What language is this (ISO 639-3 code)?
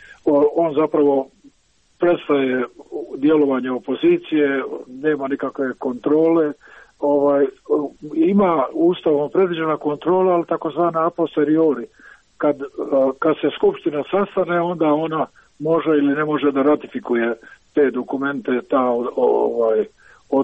srp